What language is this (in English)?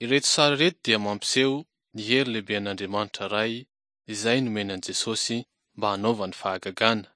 Malagasy